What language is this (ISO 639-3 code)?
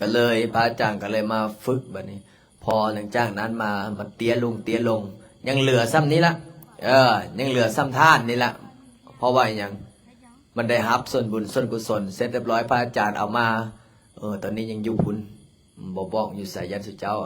lao